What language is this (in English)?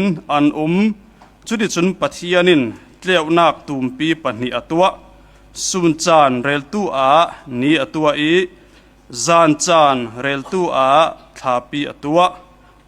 Falam Chin